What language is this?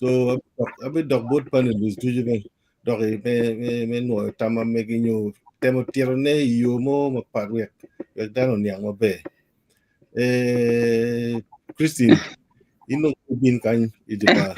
Acoli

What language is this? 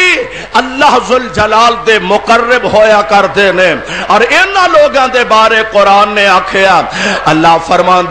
Western Panjabi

